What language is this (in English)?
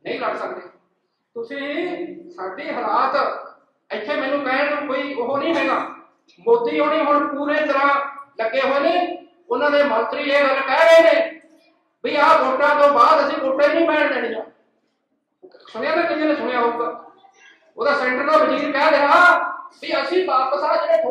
Punjabi